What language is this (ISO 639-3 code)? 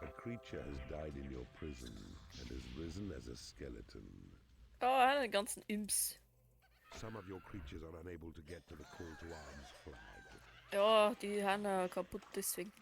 bar